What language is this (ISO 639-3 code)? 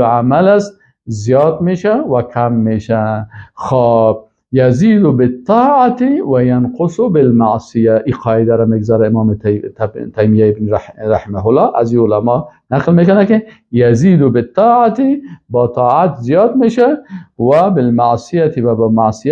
fas